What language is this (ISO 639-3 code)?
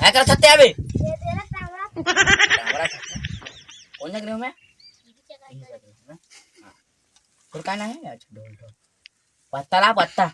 hne